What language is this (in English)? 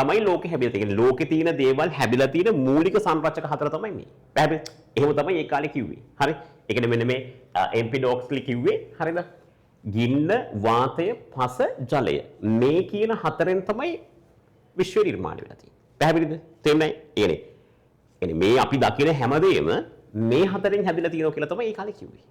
Sinhala